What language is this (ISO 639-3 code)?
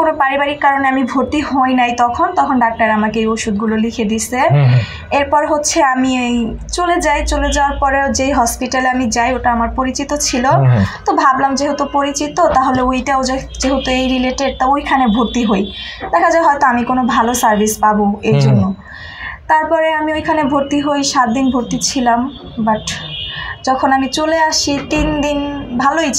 ben